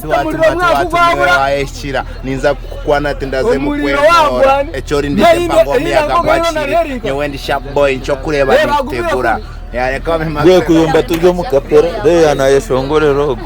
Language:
Nyankole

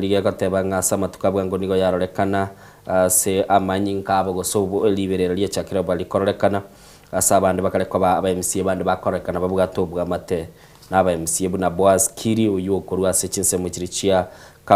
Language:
Gusii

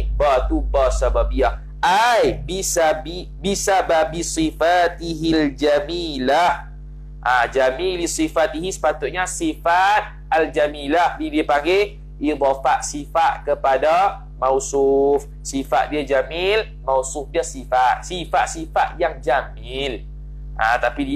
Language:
Malay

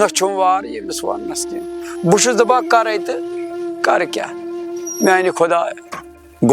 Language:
Kashmiri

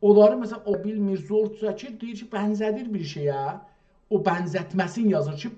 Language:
South Azerbaijani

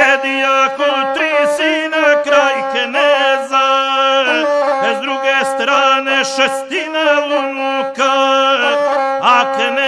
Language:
Croatian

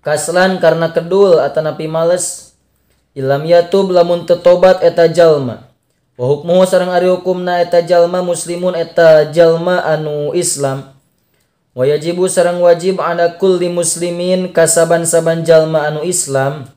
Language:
Sundanese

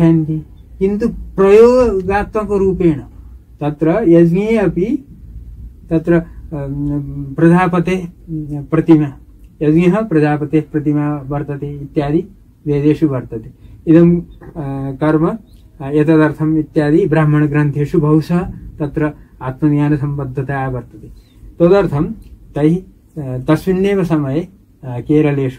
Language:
Sanskrit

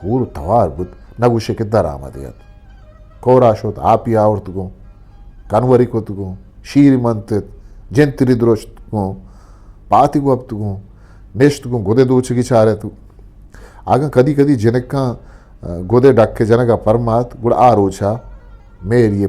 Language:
Eastern Balochi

